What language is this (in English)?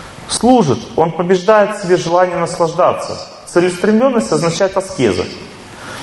Russian